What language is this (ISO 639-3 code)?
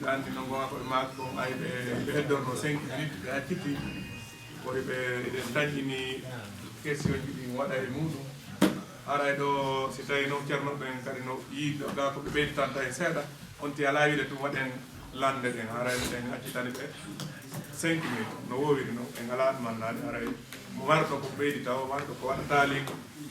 ful